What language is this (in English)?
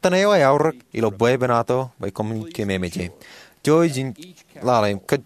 Marshallese